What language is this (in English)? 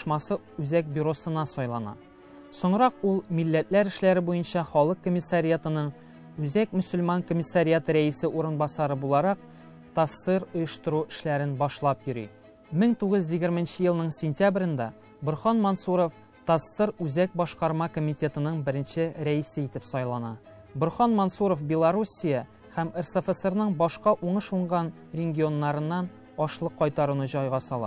Tatar